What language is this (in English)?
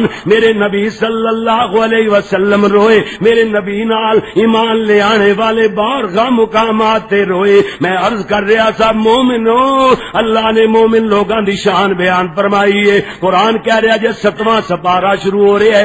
Western Panjabi